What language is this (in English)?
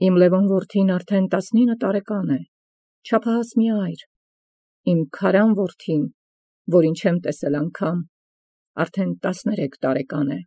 Armenian